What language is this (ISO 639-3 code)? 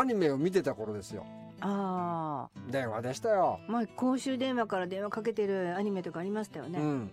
jpn